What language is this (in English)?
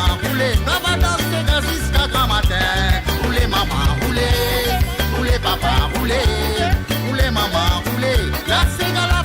Morisyen